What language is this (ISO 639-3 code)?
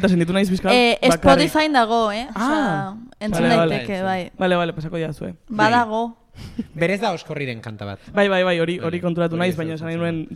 eus